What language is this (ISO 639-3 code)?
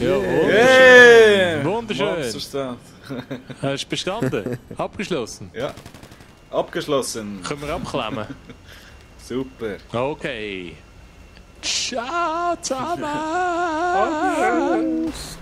gsw